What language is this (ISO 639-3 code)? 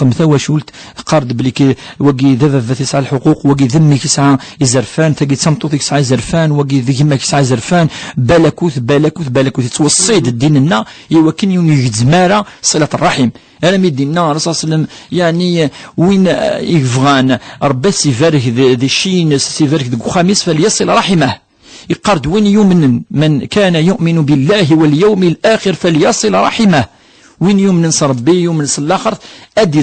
kab